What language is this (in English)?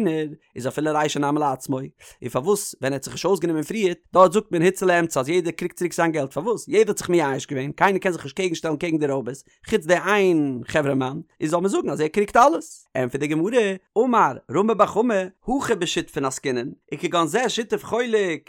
Yiddish